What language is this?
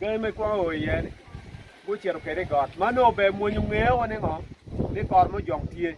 Acoli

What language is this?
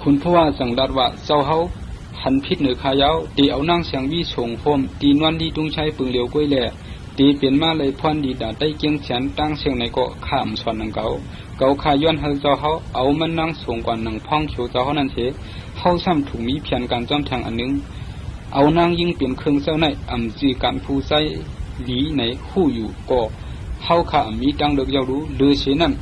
Shan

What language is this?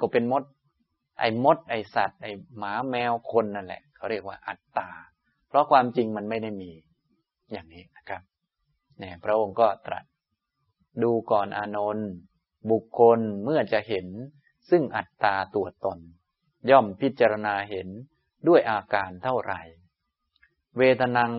Thai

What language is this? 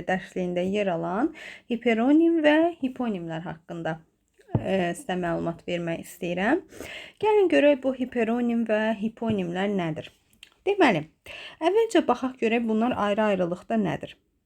Azerbaijani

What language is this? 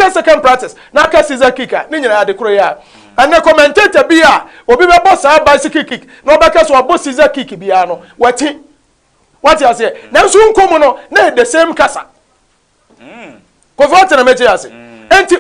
Akan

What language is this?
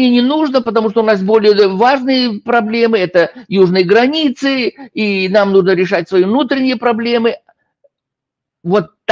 Russian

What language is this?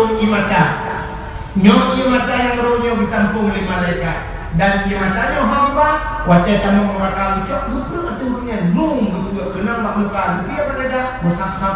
Achinese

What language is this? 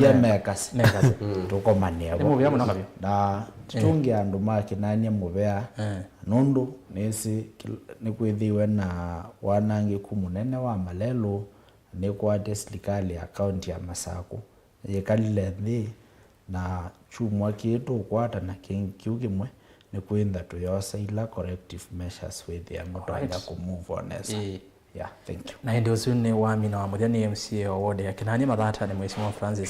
Kamba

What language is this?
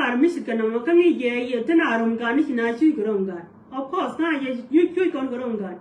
Nuer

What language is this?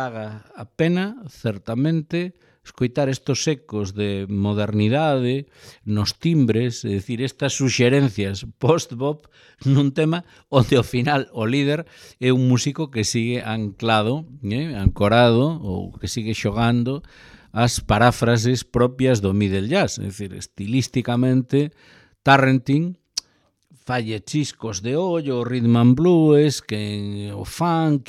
Galician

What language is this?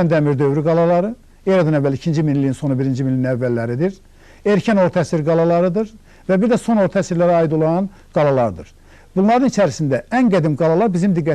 Azerbaijani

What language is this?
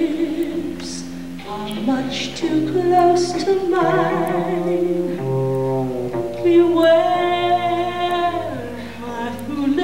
English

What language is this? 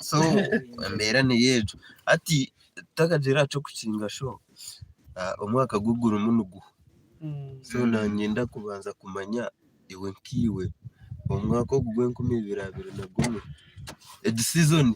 Nyankole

